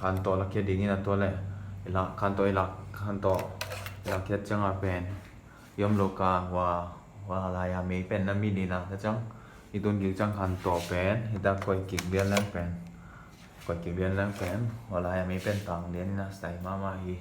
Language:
Tedim Chin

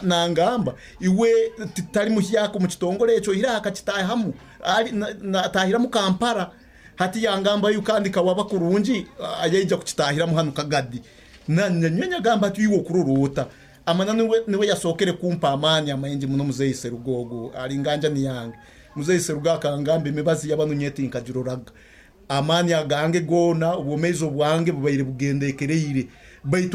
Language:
Nyoro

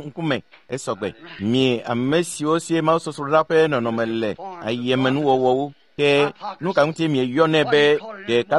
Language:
Ewe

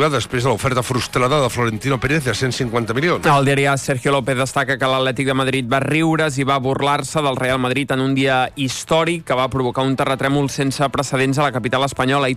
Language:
Catalan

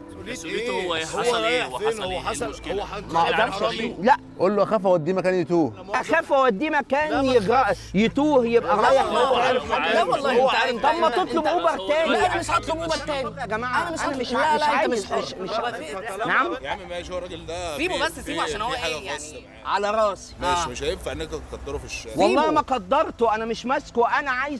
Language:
Egyptian Arabic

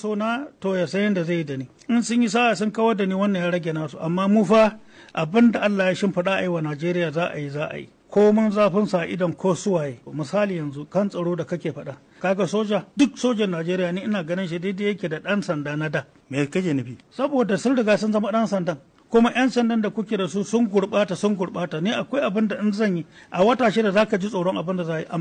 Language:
Hausa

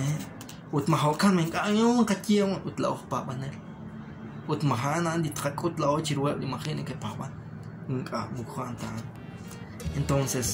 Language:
Kekchí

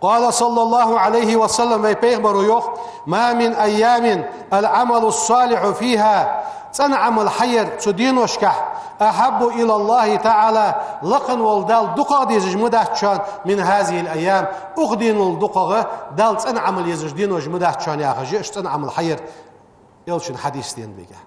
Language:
Ingush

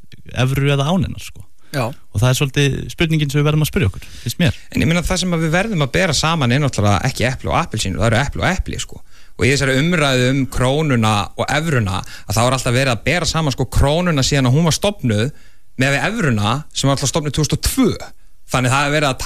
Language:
Icelandic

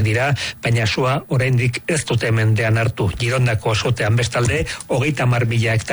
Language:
Basque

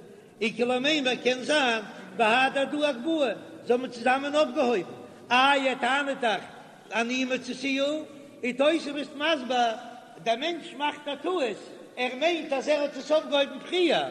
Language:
Yiddish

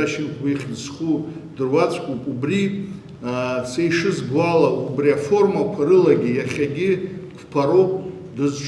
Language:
Abkhazian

